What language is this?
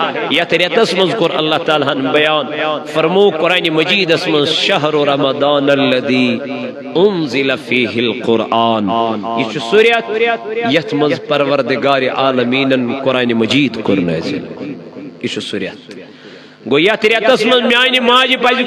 Kashmiri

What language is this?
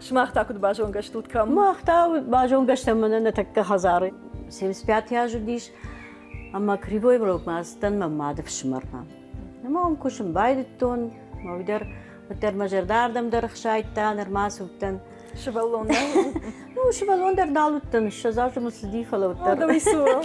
Ossetic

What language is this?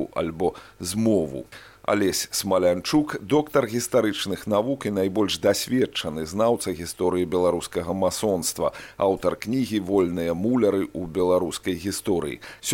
Belarusian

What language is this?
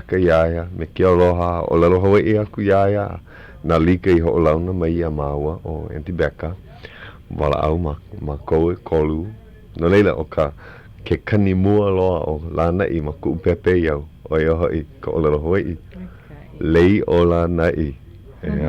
Hawaiian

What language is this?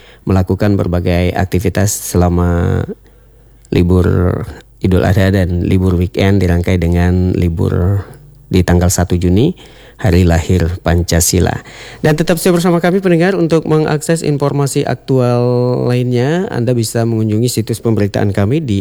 Indonesian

